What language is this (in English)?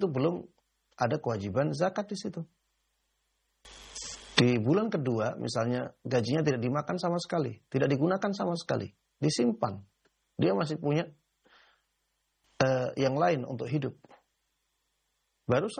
Indonesian